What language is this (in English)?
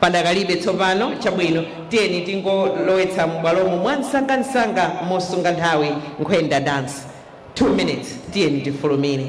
Nyanja